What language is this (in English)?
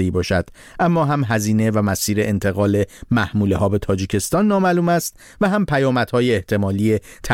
Persian